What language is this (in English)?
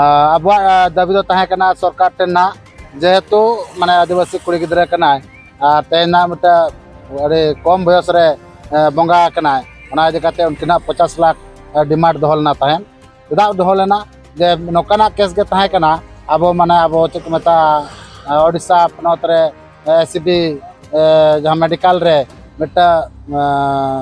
Santali